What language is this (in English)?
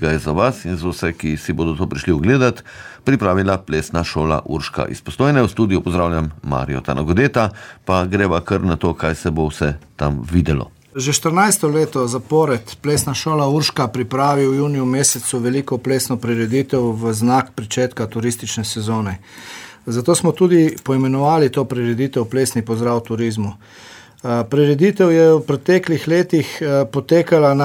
Slovenian